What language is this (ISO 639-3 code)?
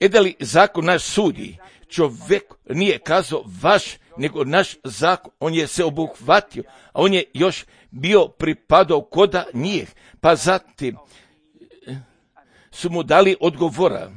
srp